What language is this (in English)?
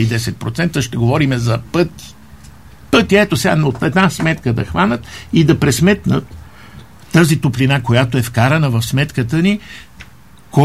Bulgarian